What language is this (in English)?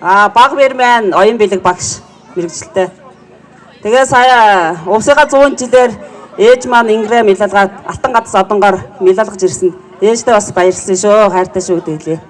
Mongolian